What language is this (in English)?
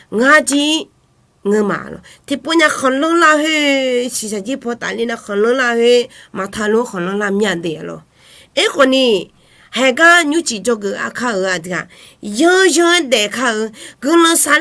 Akha